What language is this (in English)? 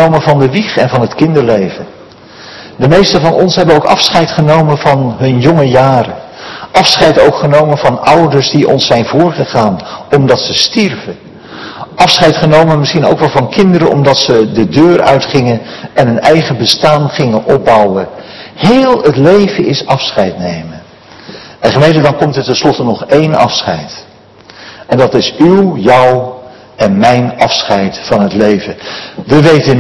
Dutch